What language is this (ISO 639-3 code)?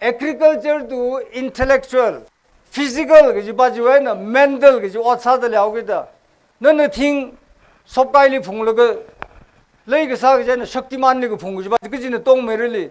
nmf